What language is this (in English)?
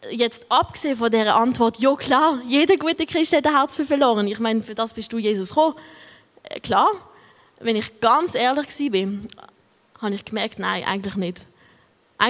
Swiss German